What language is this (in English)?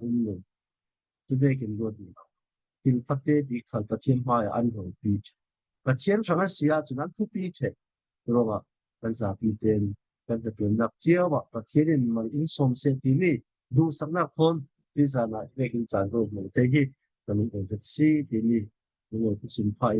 Falam Chin